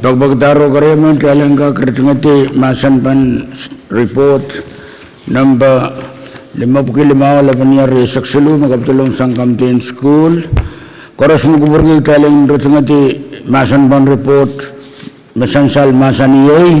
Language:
Pohnpeian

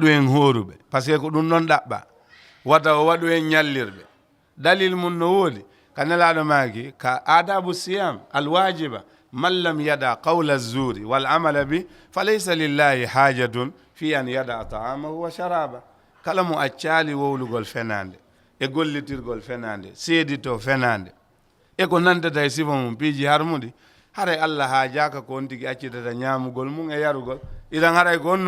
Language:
Fula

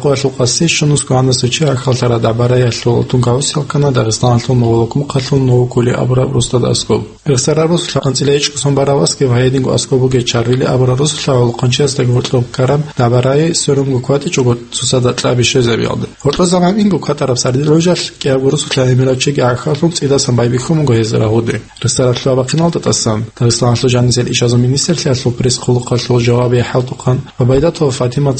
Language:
Avaric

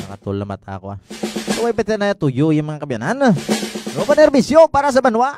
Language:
Hiligaynon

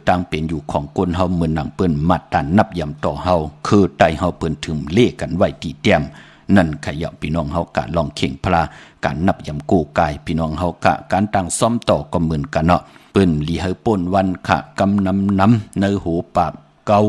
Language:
Shan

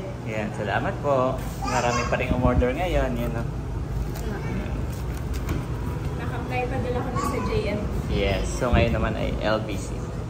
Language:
Filipino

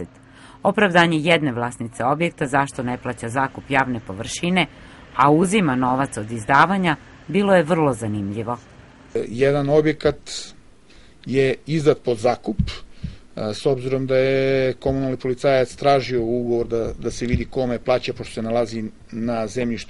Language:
Serbian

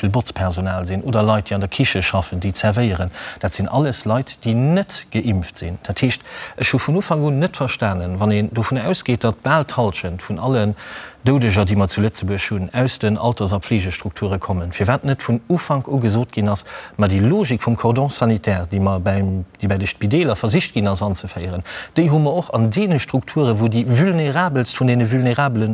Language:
Luxembourgish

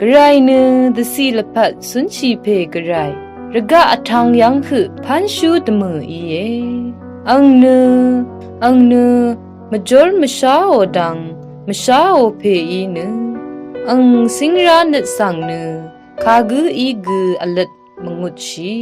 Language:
Rawang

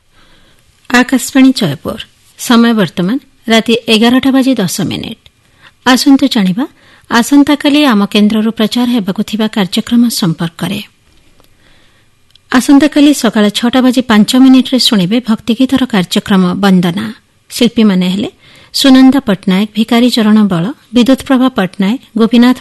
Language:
Odia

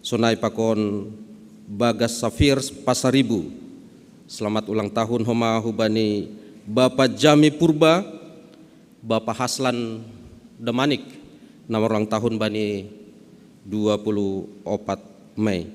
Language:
Batak Simalungun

